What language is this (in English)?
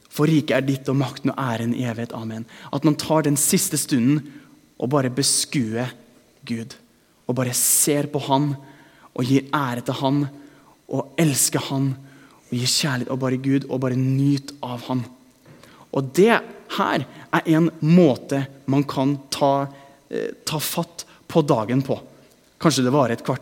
Norwegian